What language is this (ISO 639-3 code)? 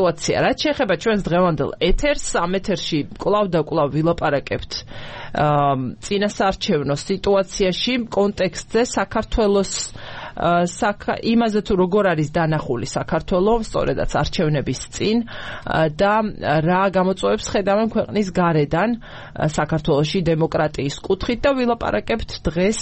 kat